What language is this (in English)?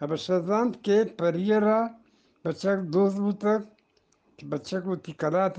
Eastern Balochi